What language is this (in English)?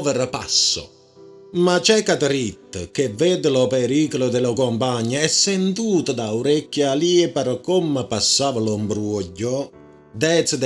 Neapolitan